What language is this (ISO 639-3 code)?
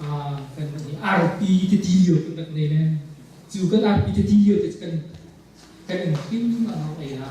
cnh